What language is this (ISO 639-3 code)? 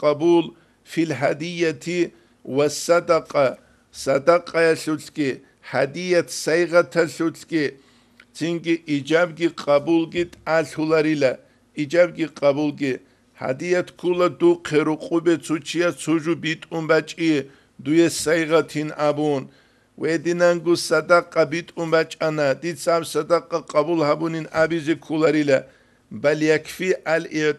ava